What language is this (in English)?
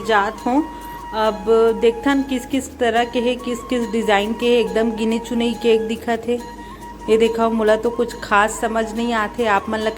Chhattisgarhi